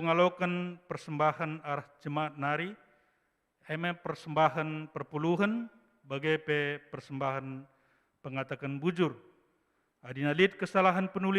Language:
Batak Karo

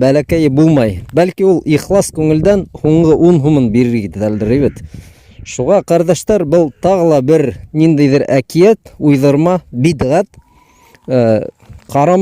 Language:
Bashkir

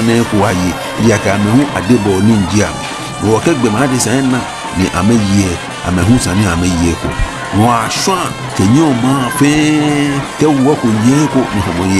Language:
Ga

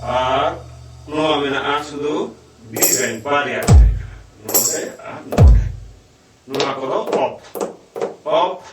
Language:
Santali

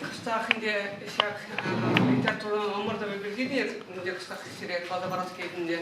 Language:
Chuvash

